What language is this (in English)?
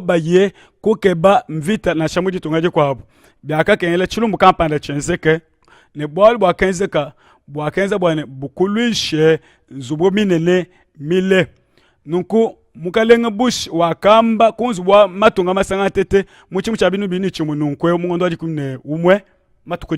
Luba-Lulua